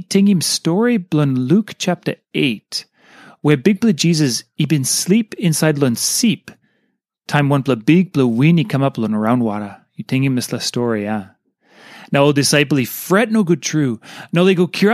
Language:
Tok Pisin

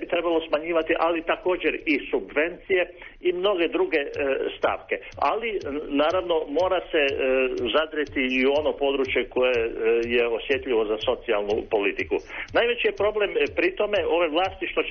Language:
Croatian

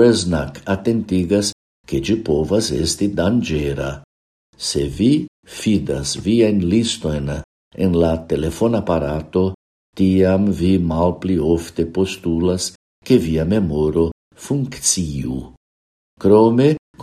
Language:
Esperanto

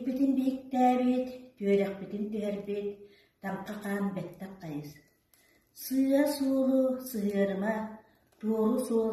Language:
Yakut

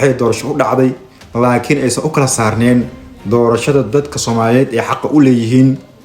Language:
Somali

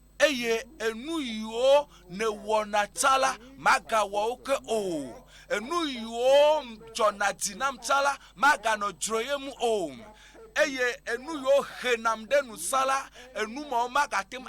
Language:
Ewe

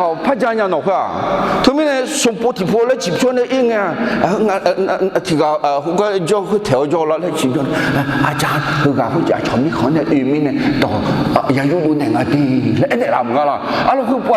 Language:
Akha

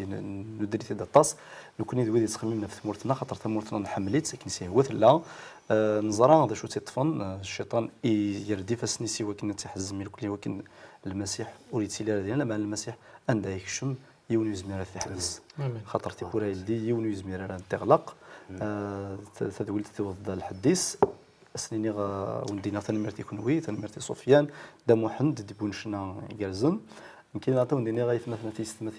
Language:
Kabyle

